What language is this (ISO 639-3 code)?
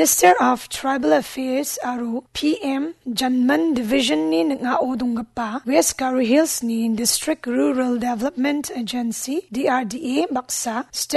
grt